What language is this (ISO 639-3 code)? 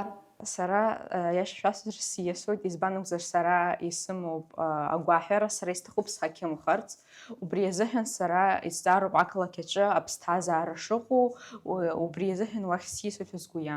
abk